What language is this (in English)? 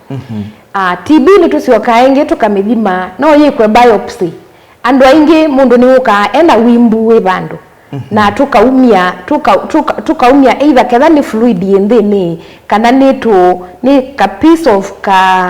Kamba